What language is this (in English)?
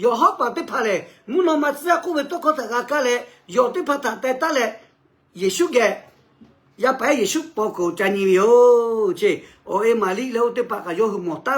Lahu